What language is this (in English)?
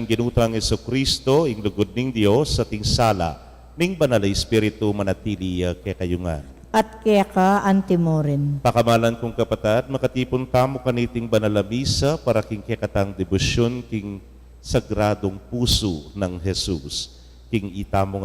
Pampanga